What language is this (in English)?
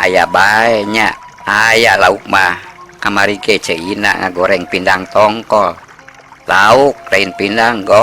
Sundanese